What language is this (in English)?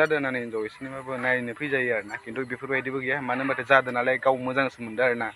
Bodo